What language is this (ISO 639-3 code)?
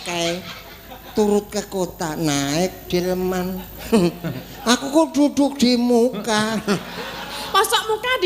jav